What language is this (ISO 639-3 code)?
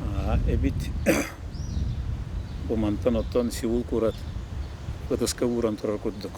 sah